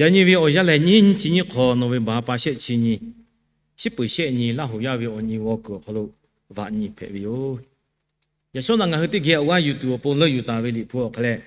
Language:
Lahu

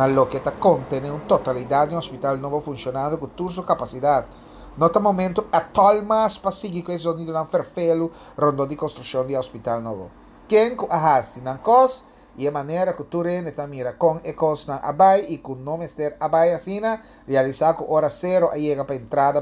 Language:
Papiamento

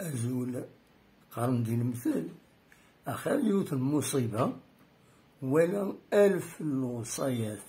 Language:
Kabyle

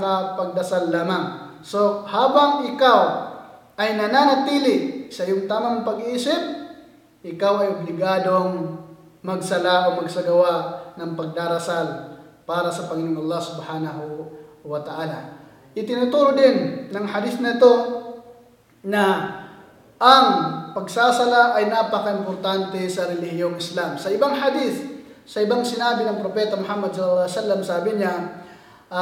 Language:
Filipino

